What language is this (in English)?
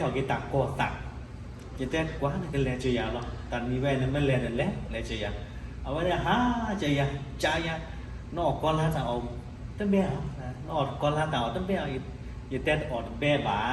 S'gaw Karen